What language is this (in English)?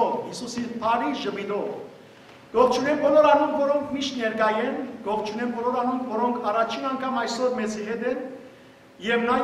Western Armenian